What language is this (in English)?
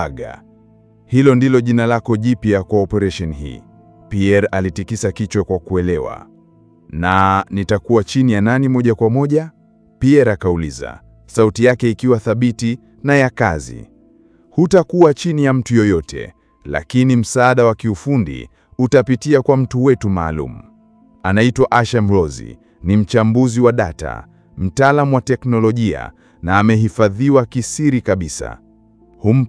Swahili